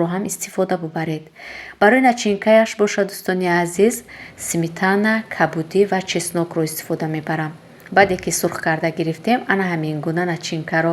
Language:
Tajik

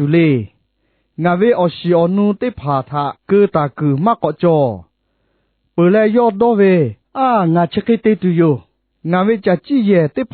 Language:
Lahu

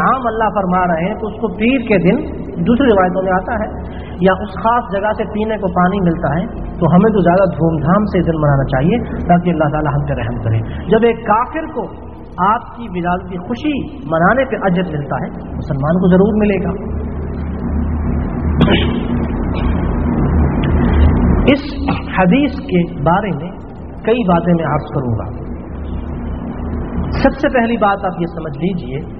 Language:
Urdu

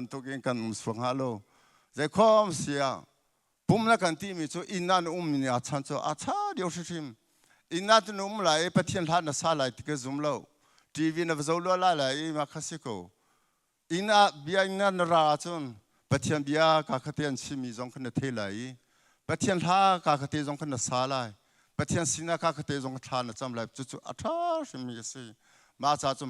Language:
Hakha Chin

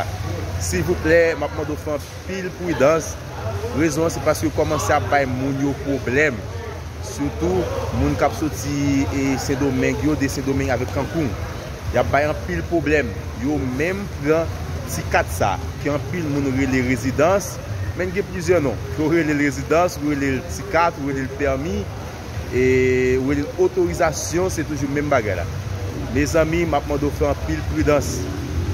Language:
Haitian Creole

